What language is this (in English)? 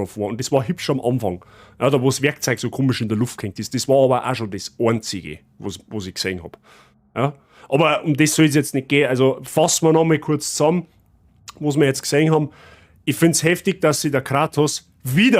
Bavarian